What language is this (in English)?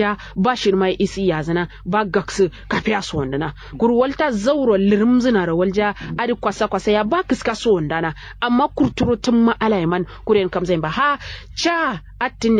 Kanuri